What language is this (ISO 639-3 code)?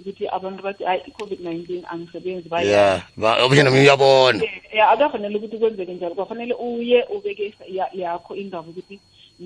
nbl